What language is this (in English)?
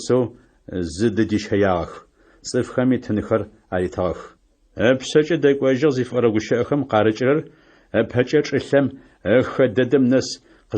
Adyghe